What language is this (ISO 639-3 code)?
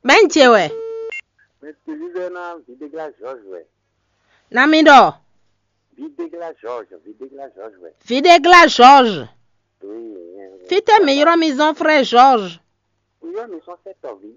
fon